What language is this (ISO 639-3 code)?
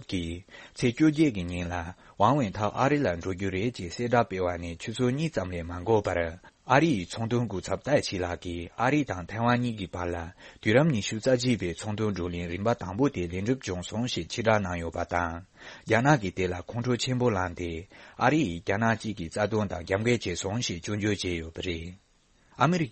bod